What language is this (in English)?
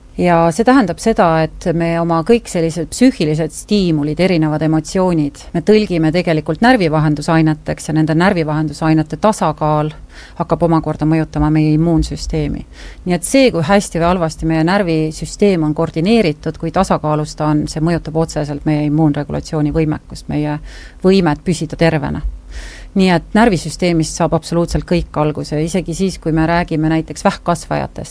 Estonian